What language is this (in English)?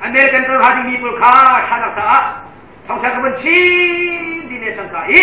Hakha Chin